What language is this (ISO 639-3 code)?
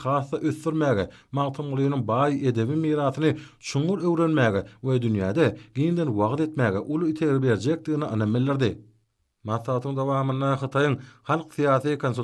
tuk